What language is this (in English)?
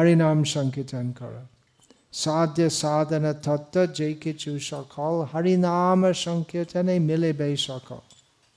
Bangla